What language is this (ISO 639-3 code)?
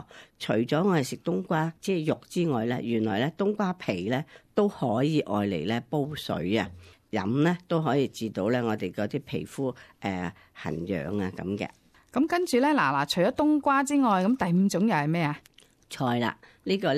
yue